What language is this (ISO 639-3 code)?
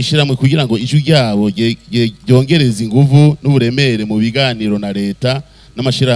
run